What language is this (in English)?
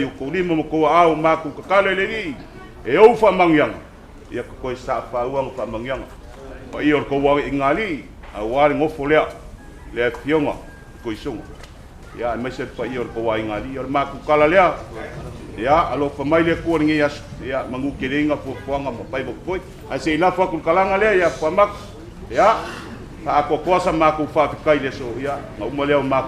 Samoan